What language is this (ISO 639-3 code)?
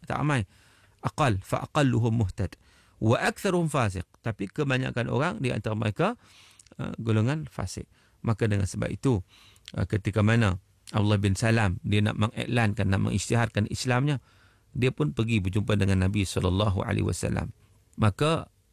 msa